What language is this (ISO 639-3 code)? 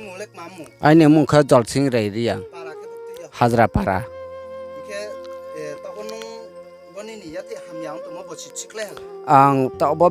ria